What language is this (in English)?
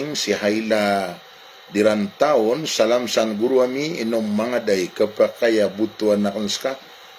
Maranao